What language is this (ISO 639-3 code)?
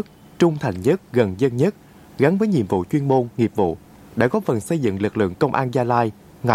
vie